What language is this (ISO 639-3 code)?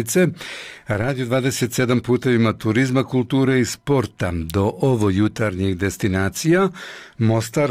bos